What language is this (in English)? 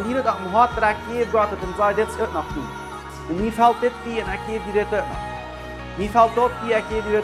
Plautdietsch